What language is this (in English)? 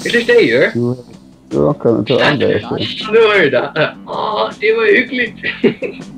Faroese